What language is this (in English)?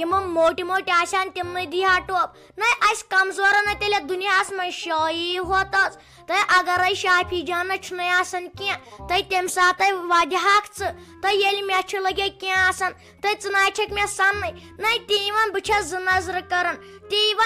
Kashmiri